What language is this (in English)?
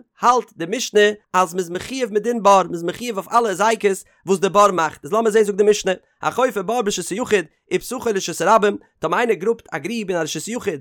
Yiddish